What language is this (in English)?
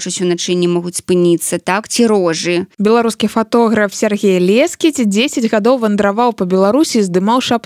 Belarusian